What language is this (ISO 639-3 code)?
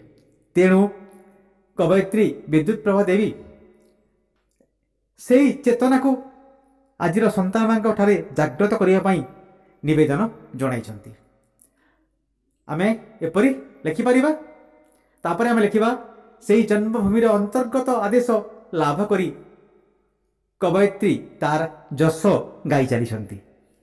ori